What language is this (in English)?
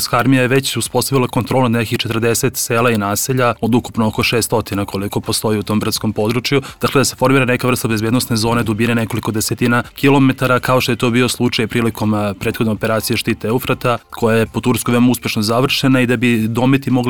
Serbian